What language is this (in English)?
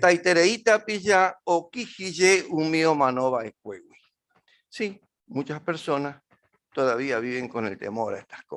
Guarani